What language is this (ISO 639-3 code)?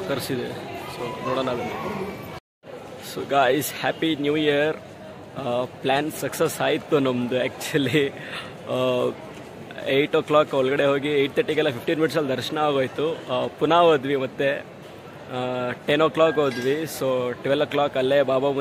kan